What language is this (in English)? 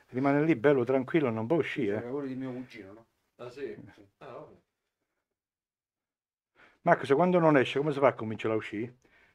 Italian